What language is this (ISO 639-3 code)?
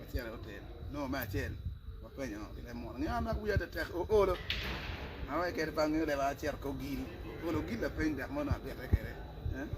ach